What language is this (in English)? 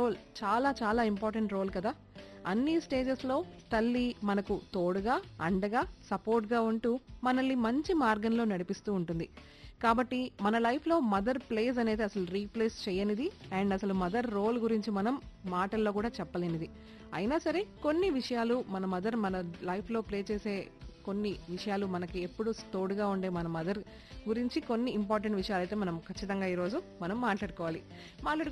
Telugu